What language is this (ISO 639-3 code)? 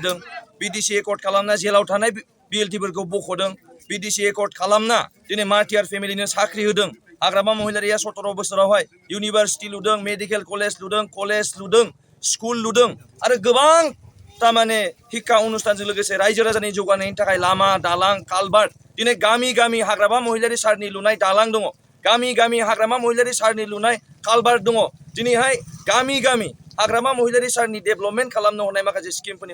brx